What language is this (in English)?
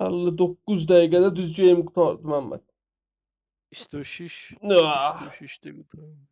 South Azerbaijani